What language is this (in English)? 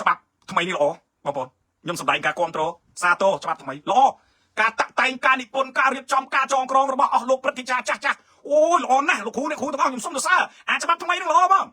Khmer